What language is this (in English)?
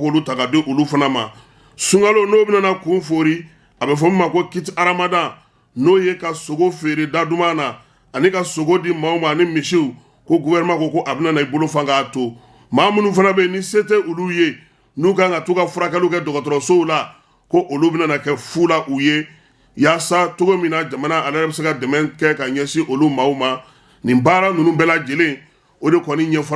Bambara